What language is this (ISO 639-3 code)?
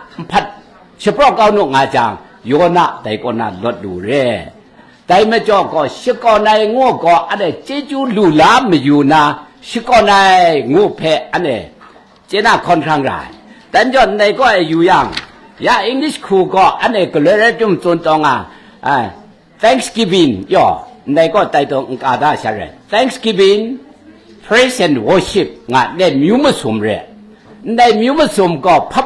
kac